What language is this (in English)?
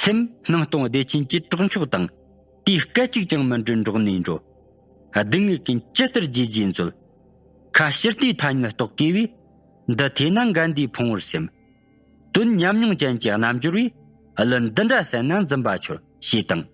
Tibetan